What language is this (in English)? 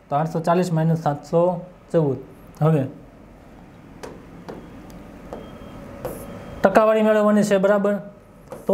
Gujarati